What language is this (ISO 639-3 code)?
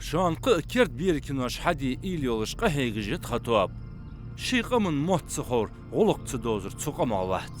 inh